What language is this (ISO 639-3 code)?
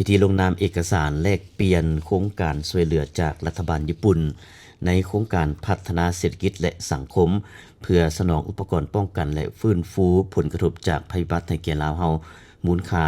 lao